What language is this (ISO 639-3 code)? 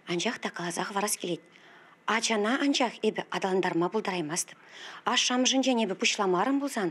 chv